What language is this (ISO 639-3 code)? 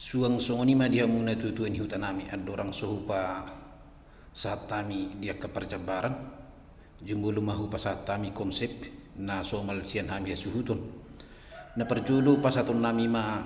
bbc